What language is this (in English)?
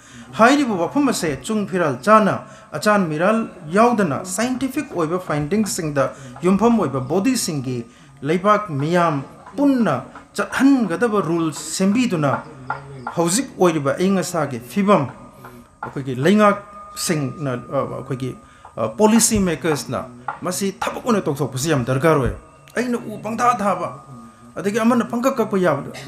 Manipuri